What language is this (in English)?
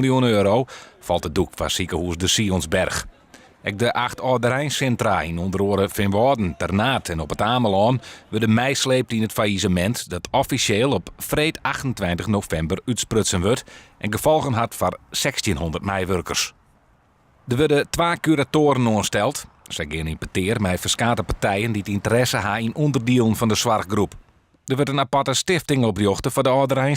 Western Frisian